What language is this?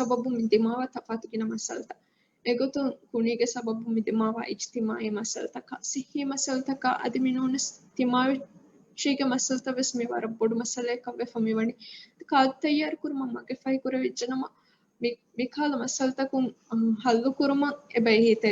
Divehi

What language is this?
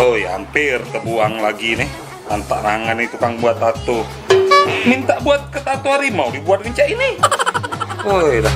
Musi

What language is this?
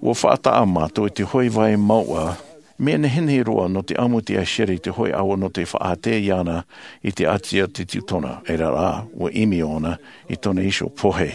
Tahitian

